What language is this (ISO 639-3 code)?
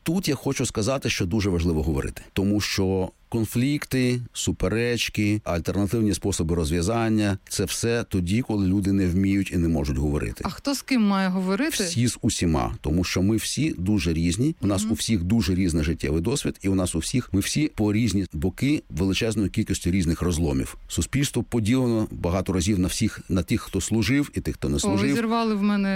ukr